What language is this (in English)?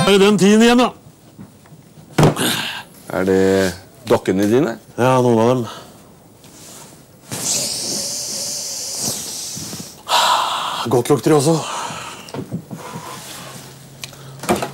Norwegian